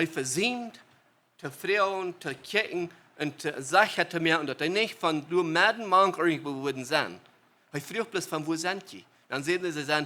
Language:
Plautdietsch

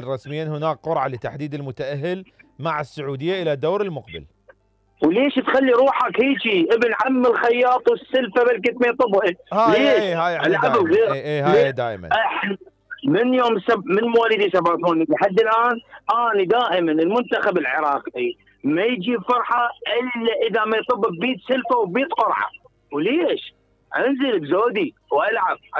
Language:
Mesopotamian Arabic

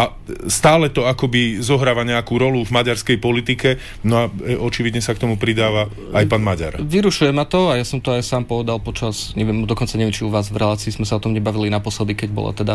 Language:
Slovak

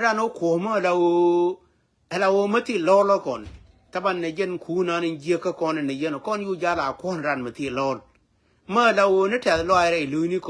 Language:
Nuer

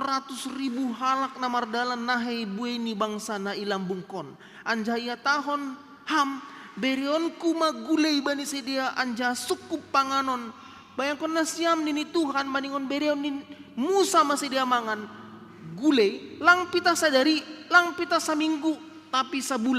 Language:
Batak Simalungun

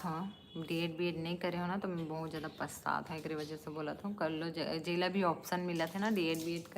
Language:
Chhattisgarhi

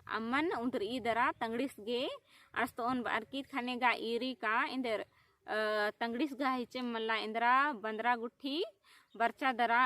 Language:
Kurukh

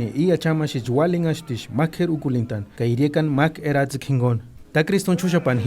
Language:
Purepecha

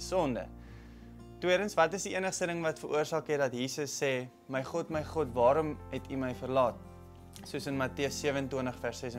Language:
Afrikaans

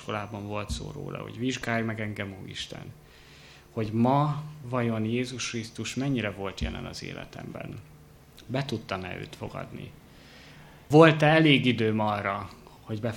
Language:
Hungarian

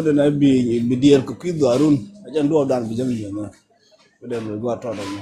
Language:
Nuer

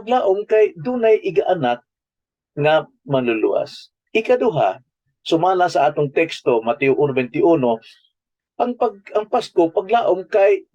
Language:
Cebuano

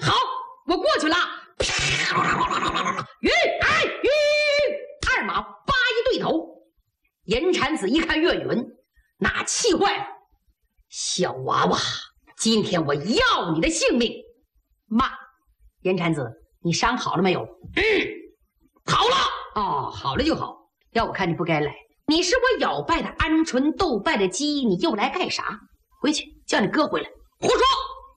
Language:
Chinese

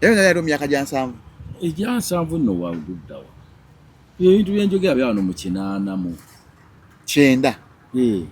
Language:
Ganda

